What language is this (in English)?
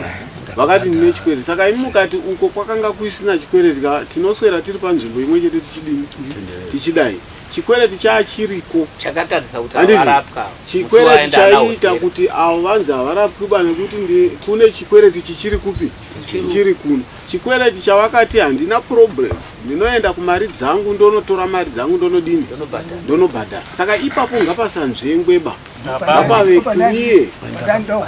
Shona